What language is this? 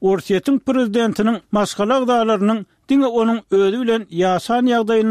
Turkmen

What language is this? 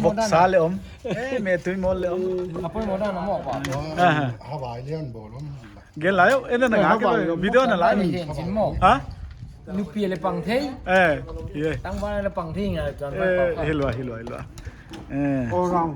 Paite Chin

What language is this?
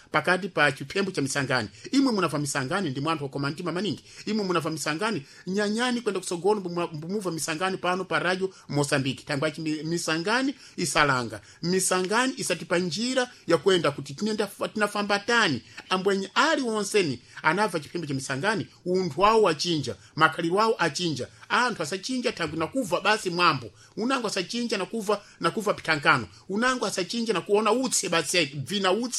Sena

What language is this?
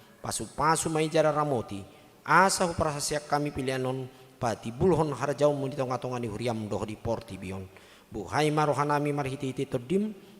Batak Toba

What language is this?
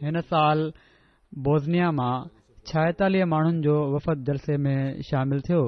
Sindhi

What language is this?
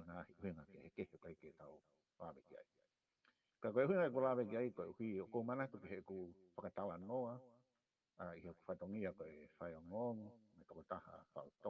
Tongan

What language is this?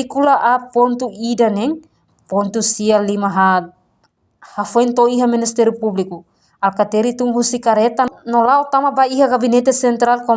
Tetum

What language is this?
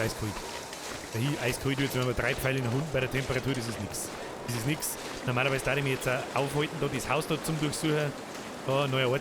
Bavarian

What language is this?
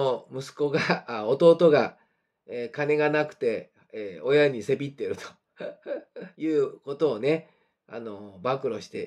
Japanese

